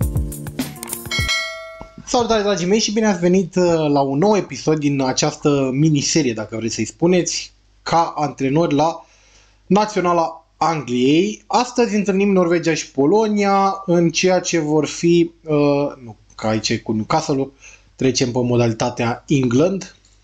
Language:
Romanian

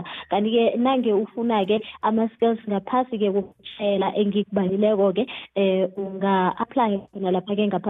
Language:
South Ndebele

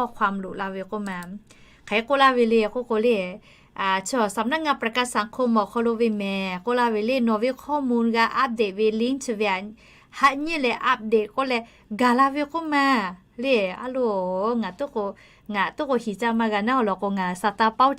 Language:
Lahu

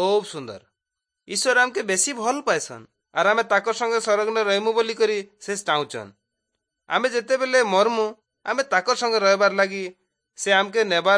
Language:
Odia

